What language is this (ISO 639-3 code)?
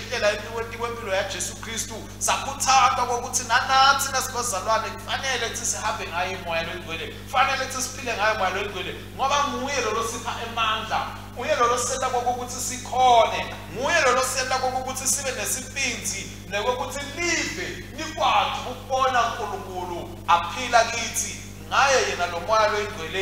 ssw